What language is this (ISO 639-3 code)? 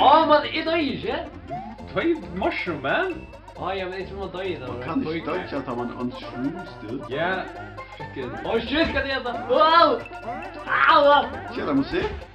fao